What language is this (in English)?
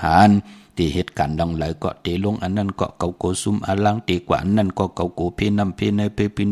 Shan